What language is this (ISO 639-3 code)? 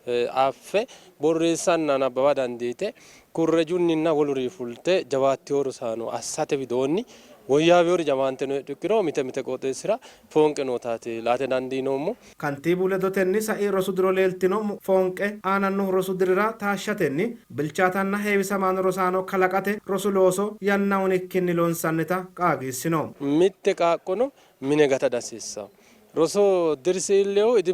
sid